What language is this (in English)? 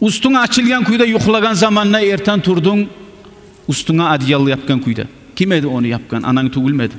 Kumyk